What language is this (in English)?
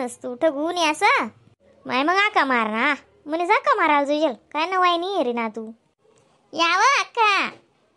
Khandesi